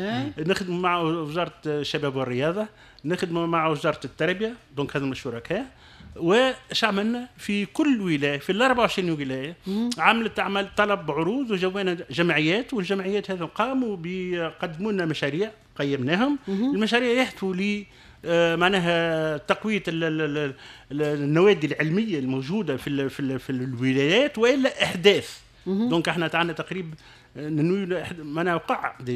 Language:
Tunisian Arabic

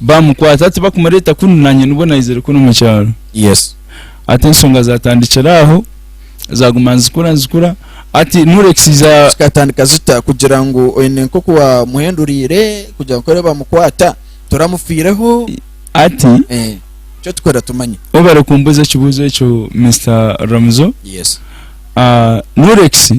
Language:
Nyankole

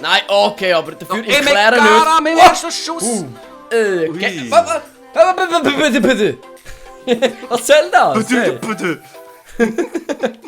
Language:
Swiss German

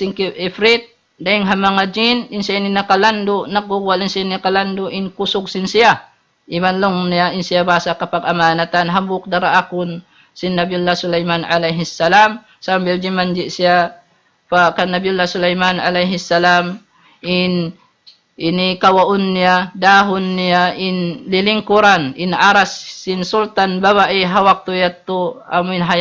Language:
Tausug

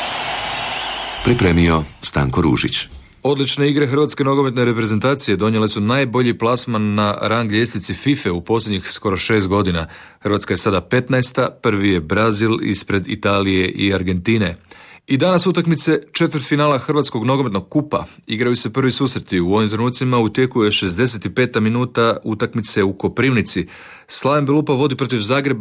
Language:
Croatian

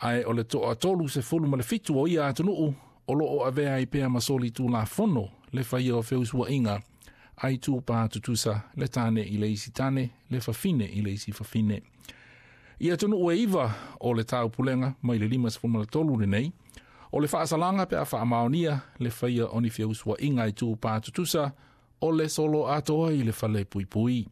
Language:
Samoan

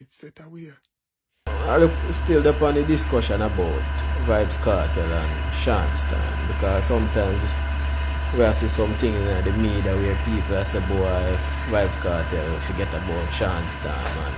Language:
Jamaican Creole English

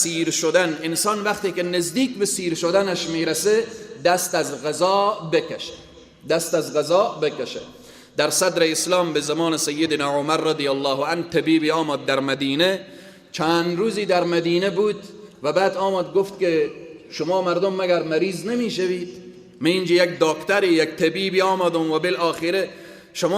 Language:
Persian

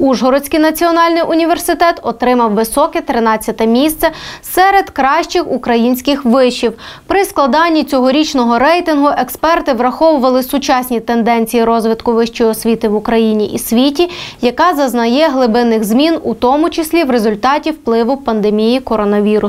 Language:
Ukrainian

